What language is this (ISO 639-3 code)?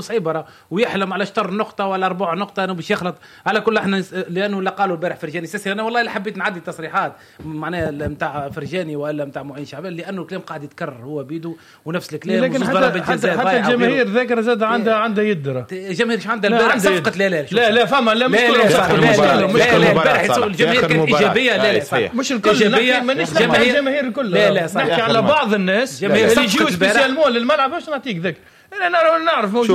aeb